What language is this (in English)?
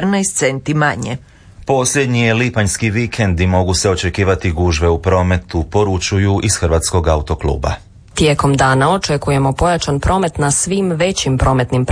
Croatian